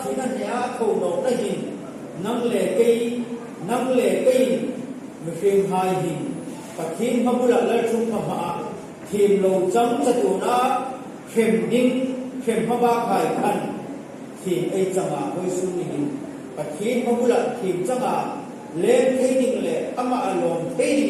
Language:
Hmar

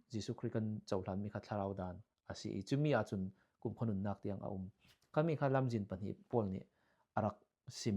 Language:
Falam Chin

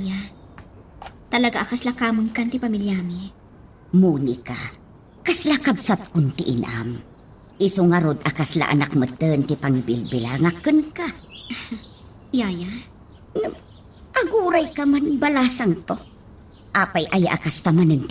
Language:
Iloko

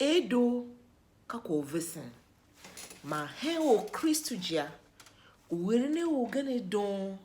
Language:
Tiv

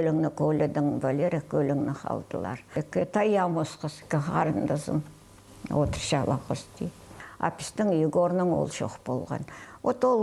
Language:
Khakas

